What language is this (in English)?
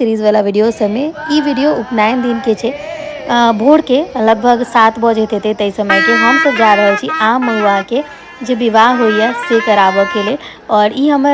Maithili